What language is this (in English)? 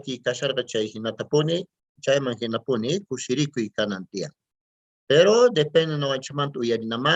Quechua